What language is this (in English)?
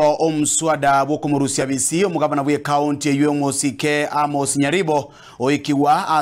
Gusii